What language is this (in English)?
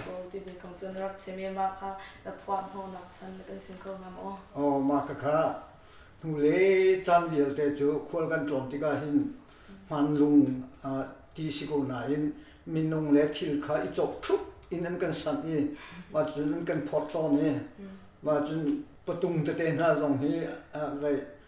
Hakha Chin